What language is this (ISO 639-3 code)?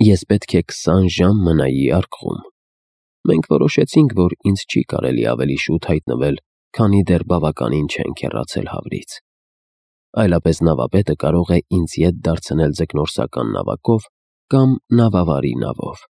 hye